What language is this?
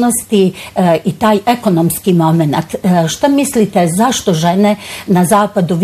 Bosnian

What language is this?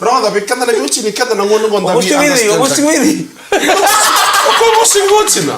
Fijian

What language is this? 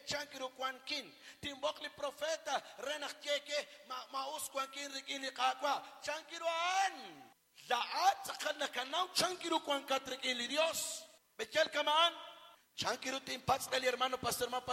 Kekchí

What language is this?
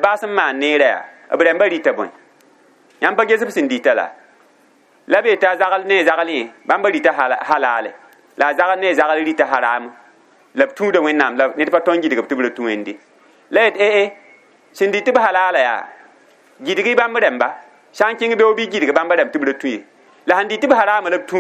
Mossi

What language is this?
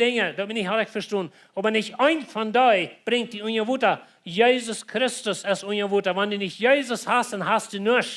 Plautdietsch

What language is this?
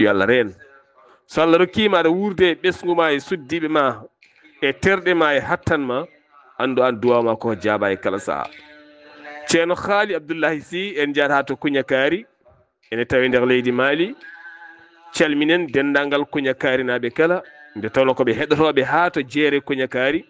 Fula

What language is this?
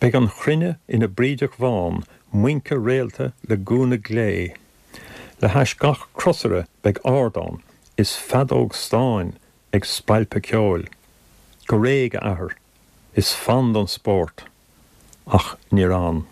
Irish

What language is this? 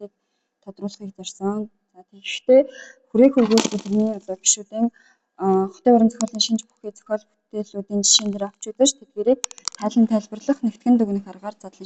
Mongolian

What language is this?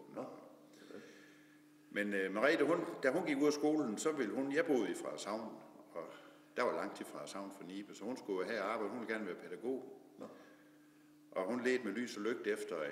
Danish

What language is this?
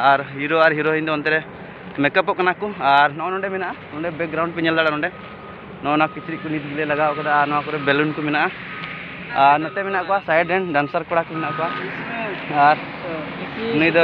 Santali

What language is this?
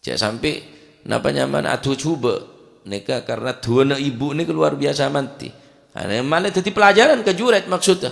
Madurese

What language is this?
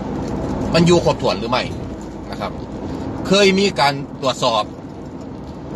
Thai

